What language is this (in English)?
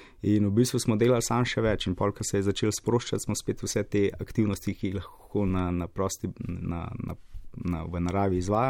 Slovenian